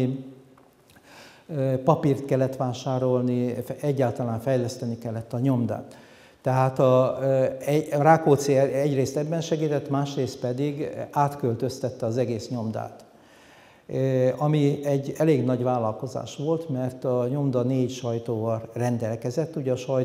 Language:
Hungarian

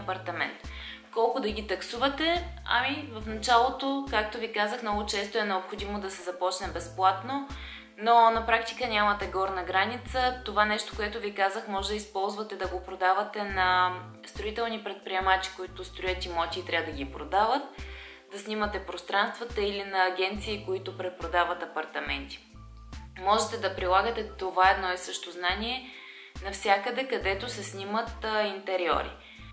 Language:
Bulgarian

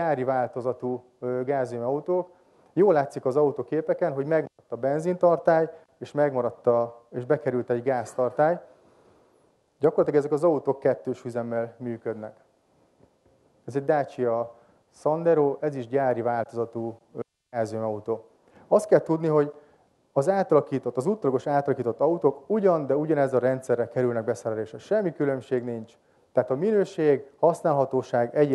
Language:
Hungarian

